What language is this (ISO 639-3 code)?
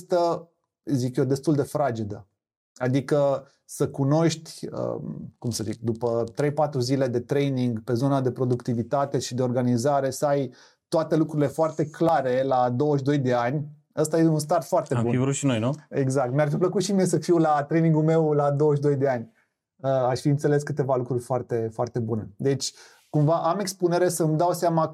ron